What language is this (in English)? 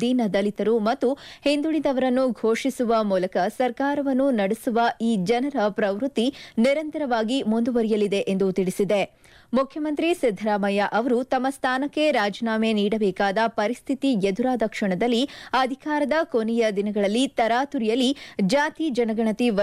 Kannada